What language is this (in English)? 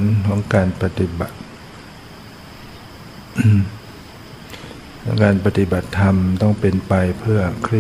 Thai